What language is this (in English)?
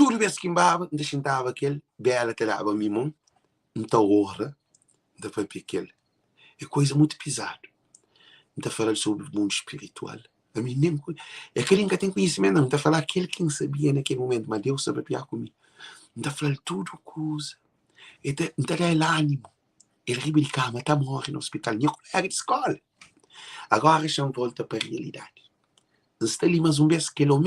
Kabuverdianu